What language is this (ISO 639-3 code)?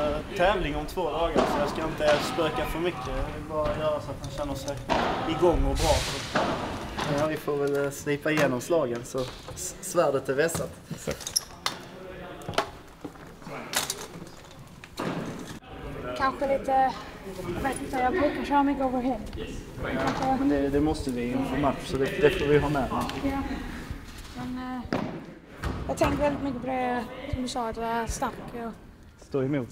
swe